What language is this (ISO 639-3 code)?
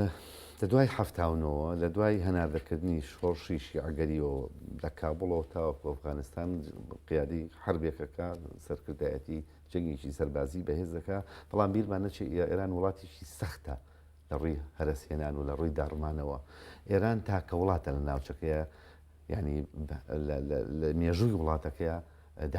ckb